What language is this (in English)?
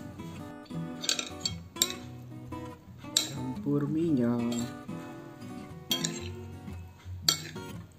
Indonesian